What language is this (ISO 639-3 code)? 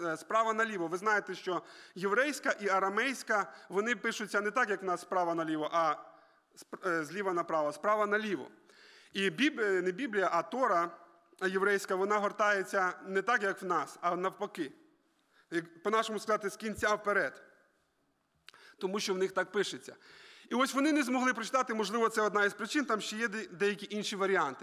ukr